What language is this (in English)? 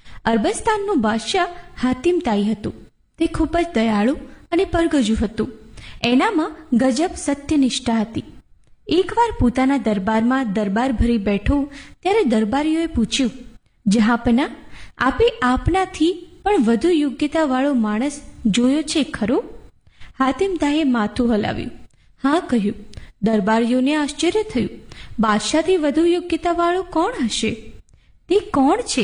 Gujarati